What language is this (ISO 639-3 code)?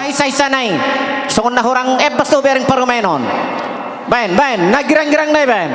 bbc